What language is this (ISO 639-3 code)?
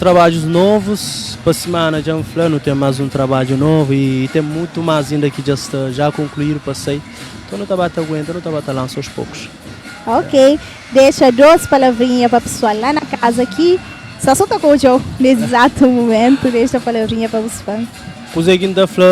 kea